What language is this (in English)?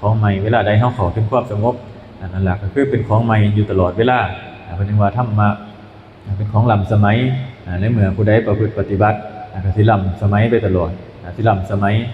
Northeastern Thai